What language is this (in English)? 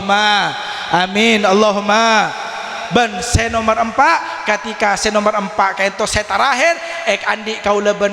Madurese